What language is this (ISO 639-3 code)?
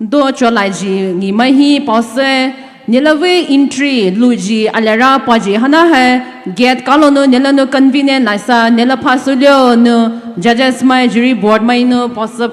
pmx